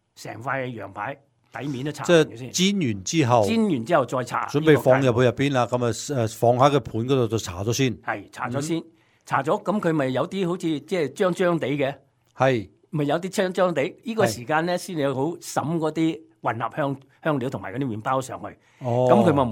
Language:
Cantonese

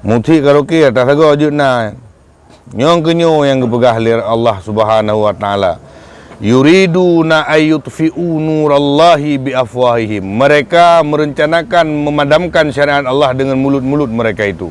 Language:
Achinese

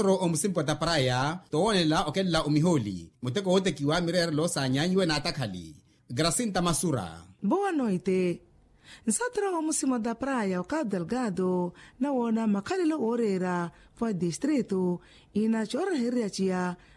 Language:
Makhuwa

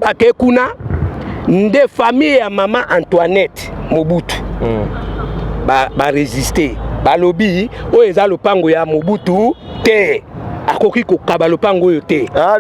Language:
Lingala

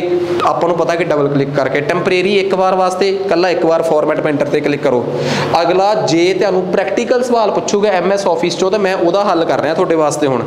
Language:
Punjabi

